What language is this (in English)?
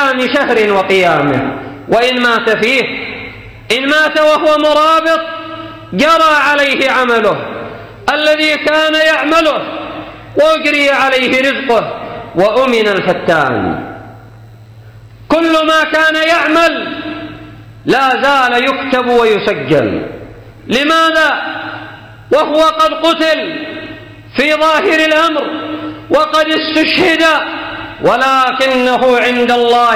Arabic